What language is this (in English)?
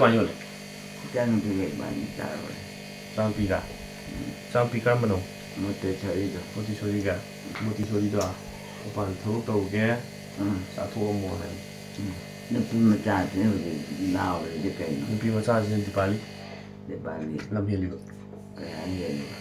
Manipuri